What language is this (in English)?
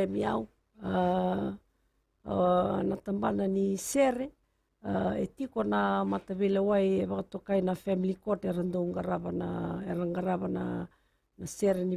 Fijian